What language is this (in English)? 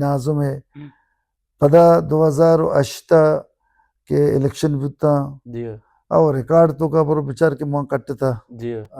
Baluchi